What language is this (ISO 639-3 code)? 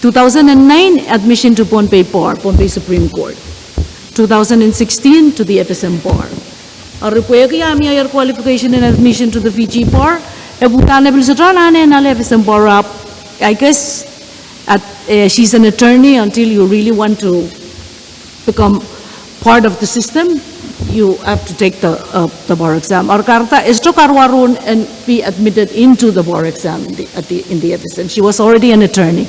pon